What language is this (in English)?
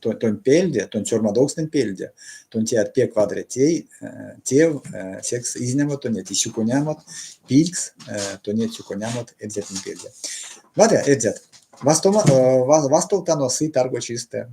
Erzya